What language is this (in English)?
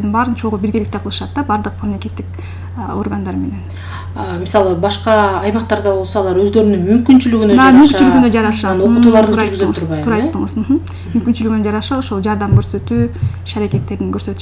Kyrgyz